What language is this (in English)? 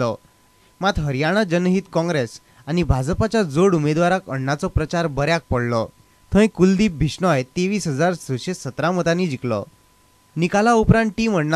Konkani